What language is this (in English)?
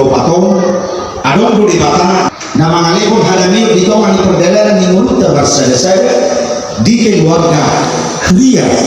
Batak Toba